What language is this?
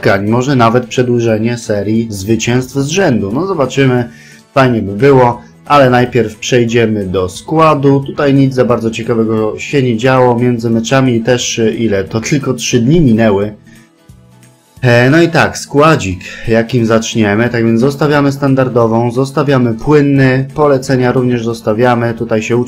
Polish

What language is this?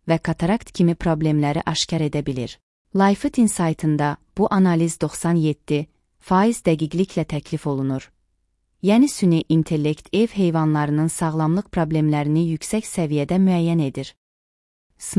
Azerbaijani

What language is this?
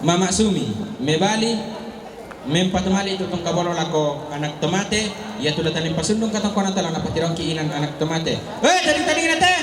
Toraja-Sa'dan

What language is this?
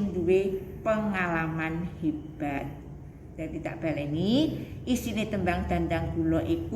Javanese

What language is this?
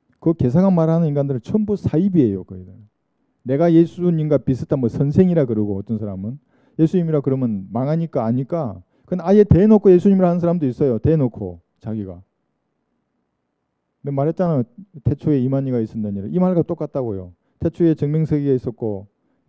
Korean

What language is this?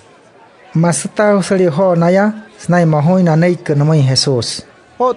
Wayuu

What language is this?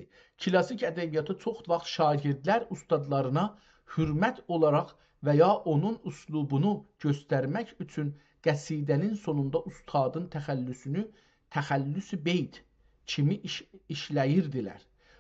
South Azerbaijani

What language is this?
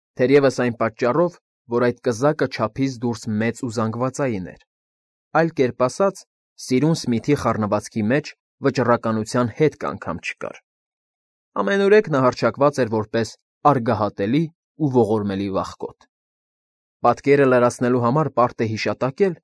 Armenian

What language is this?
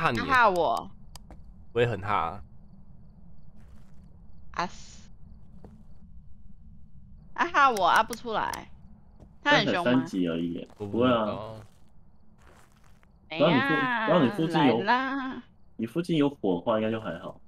Chinese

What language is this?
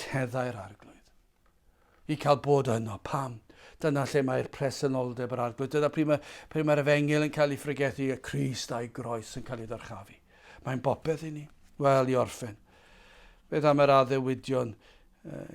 Welsh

